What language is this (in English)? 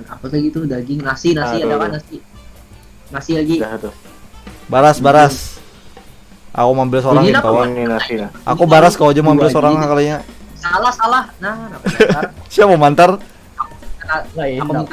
Banjar